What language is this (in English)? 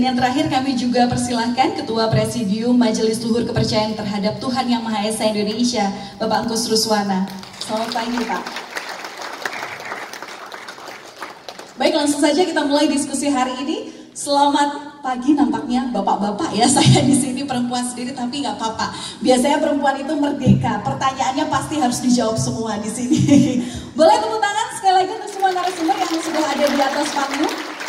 Indonesian